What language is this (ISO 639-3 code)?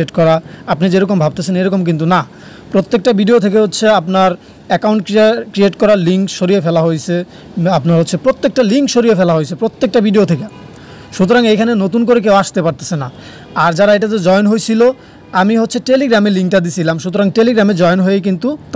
ben